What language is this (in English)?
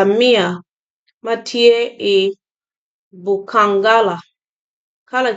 Acoli